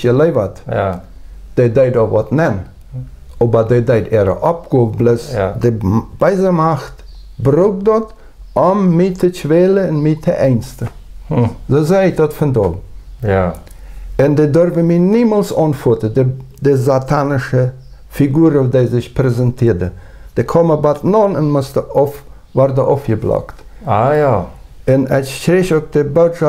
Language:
Plautdietsch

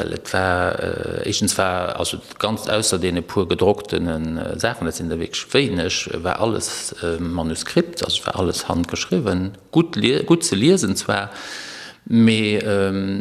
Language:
Luxembourgish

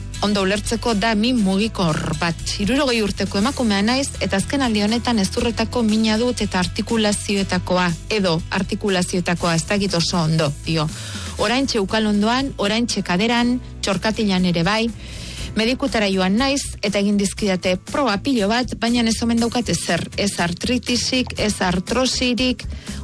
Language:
Basque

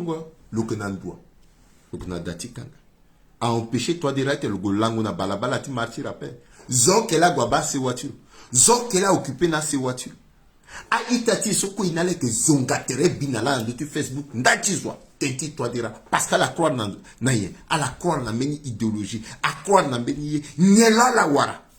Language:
Sango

